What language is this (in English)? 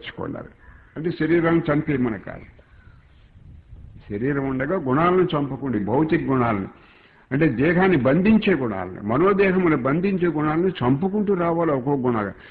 Telugu